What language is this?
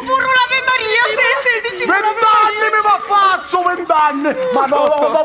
Sicilian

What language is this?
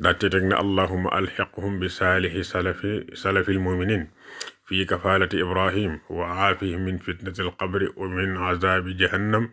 Wolof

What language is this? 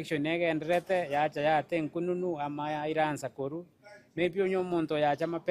Gusii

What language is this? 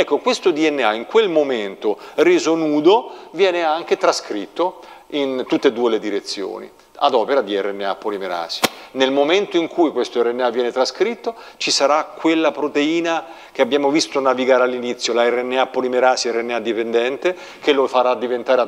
Italian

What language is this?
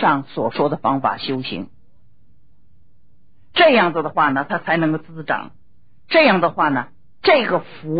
Chinese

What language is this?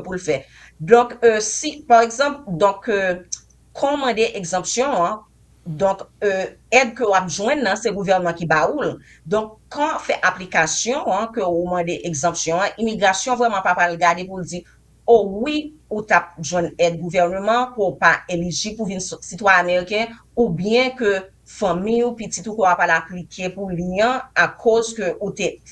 Haitian Creole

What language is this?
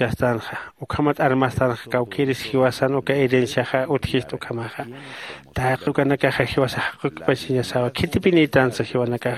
Aymara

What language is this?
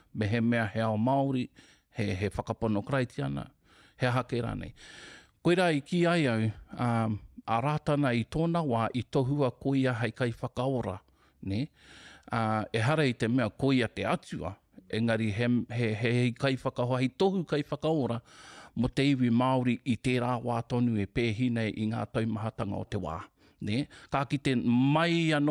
Māori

